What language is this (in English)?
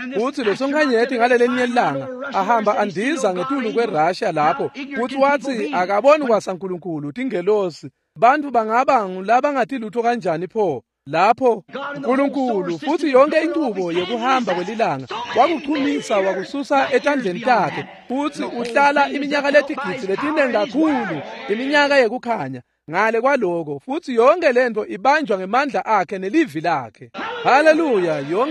Swati